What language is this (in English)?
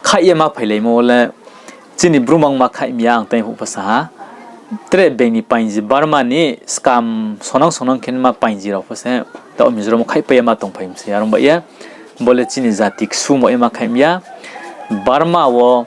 Riang (India)